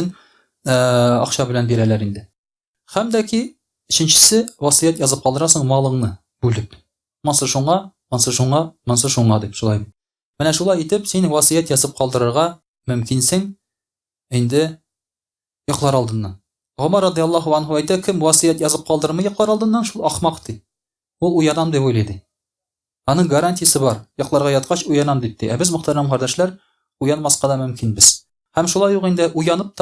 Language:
Tatar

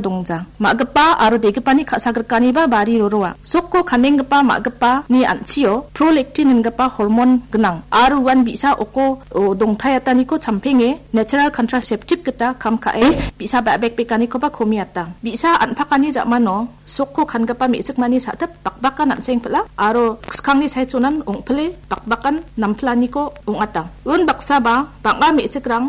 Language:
Garo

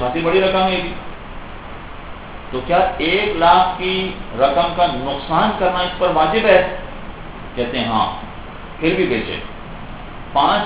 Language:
Urdu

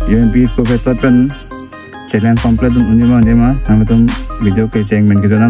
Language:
Karbi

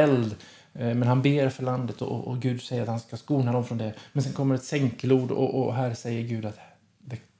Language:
Swedish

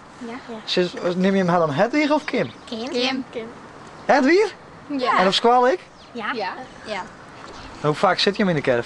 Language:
Western Frisian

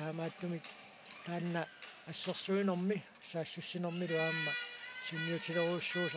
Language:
Kalaallisut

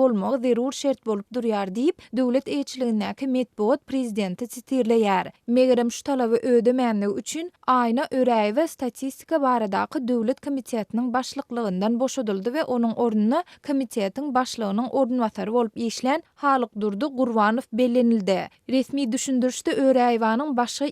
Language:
Turkmen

